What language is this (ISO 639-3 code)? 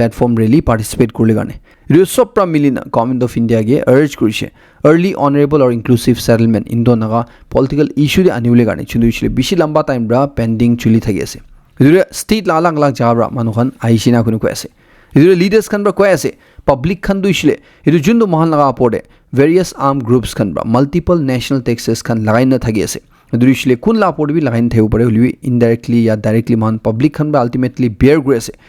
nag